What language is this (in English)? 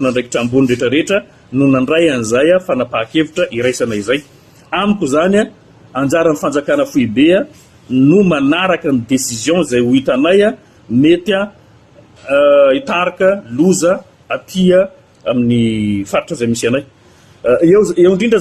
Malagasy